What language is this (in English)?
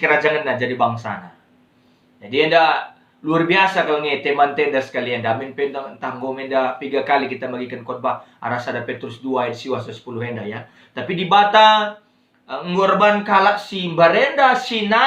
Batak Karo